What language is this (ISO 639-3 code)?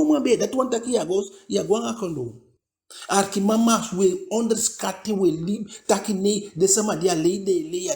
djk